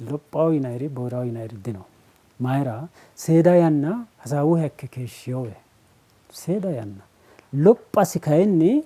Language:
Sidamo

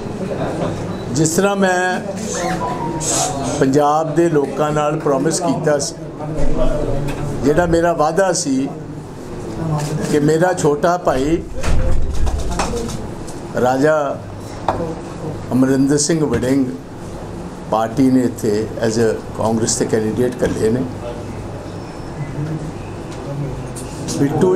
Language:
Punjabi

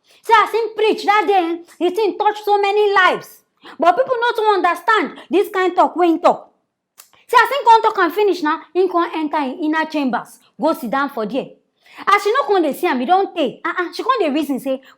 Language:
Nigerian Pidgin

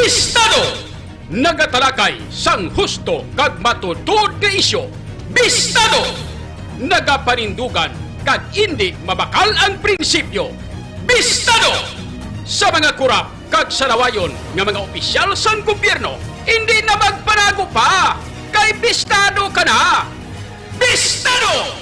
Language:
Hiligaynon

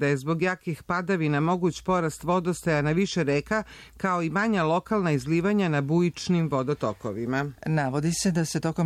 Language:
Serbian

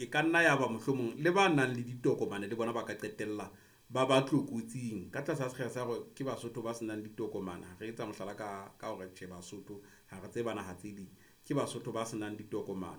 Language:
Southern Sotho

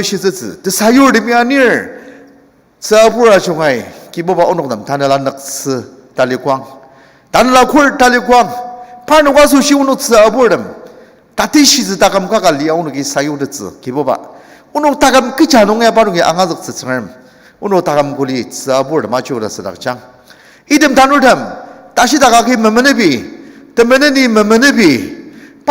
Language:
Ao Naga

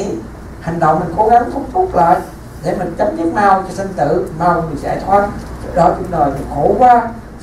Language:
Vietnamese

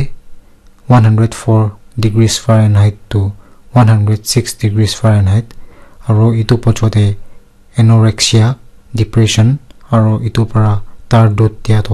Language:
Naga Pidgin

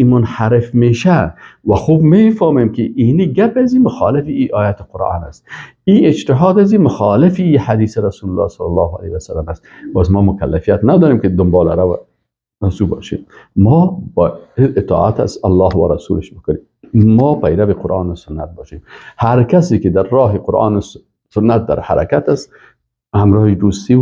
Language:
Persian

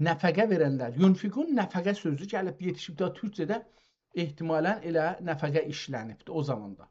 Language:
South Azerbaijani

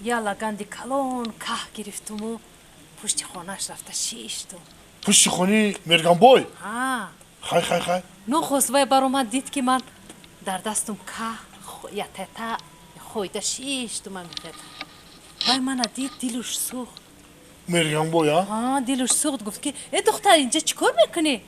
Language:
Tajik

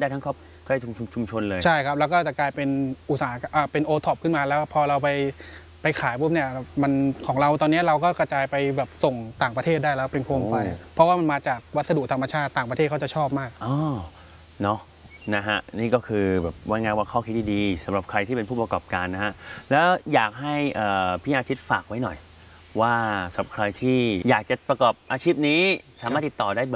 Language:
Thai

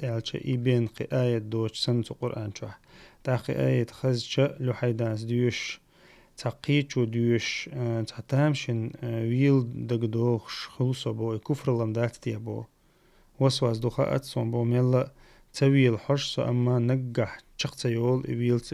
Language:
Chechen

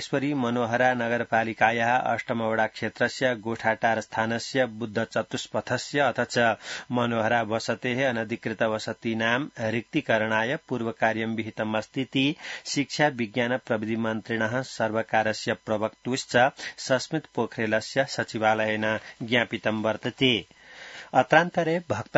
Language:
Sanskrit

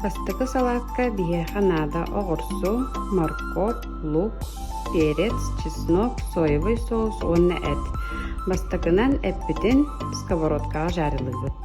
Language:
Yakut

